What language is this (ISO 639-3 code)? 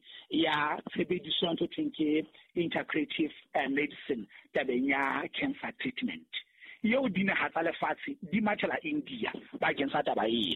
sot